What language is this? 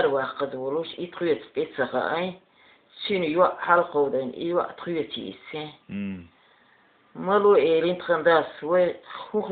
Chechen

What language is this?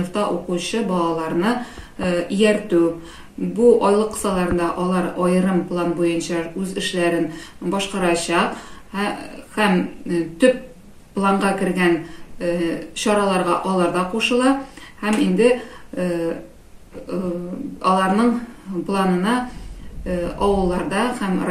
Tatar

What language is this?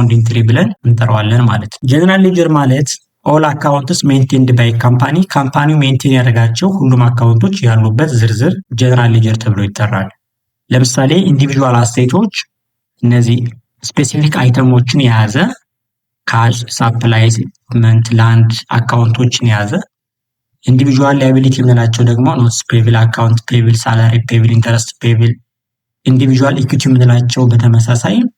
Amharic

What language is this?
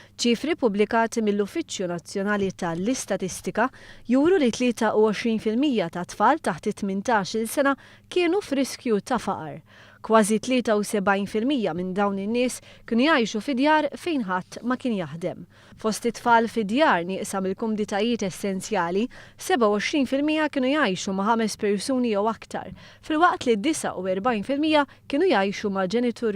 Maltese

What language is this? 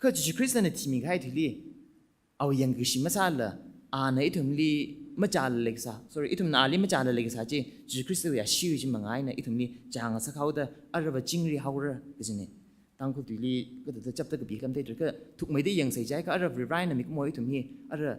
Tangkhul Naga (India)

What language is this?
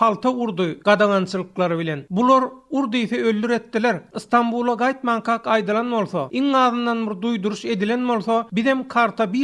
Turkmen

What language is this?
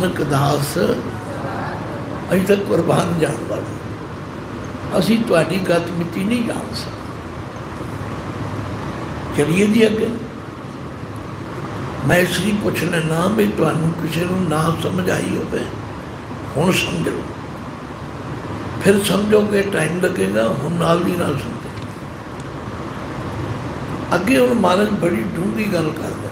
Punjabi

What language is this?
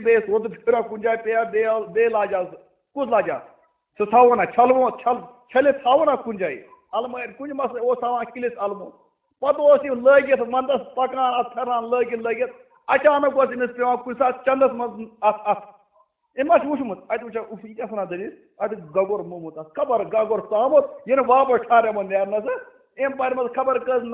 Kashmiri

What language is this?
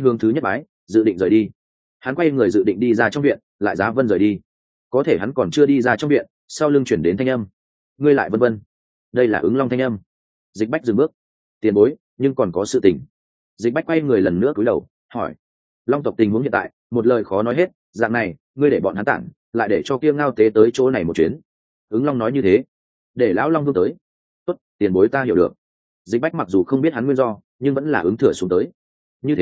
Vietnamese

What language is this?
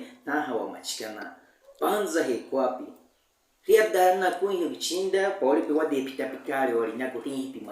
Baniwa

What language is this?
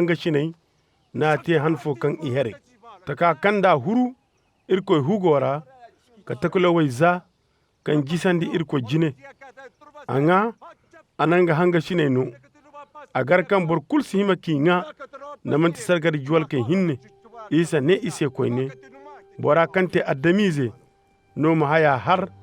Koyraboro Senni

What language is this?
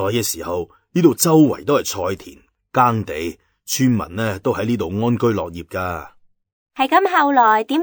Cantonese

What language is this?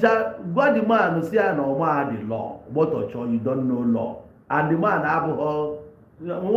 Igbo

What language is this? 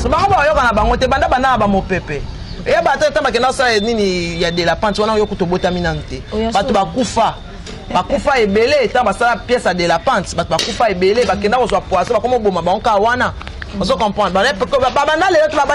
Lingala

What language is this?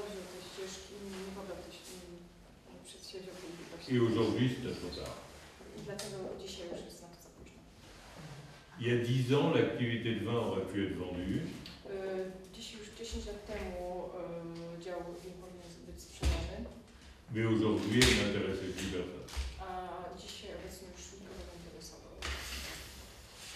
Polish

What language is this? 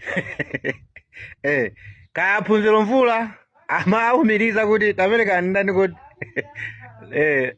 Nyanja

